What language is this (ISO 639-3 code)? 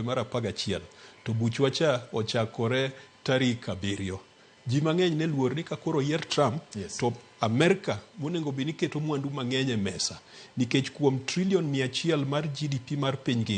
luo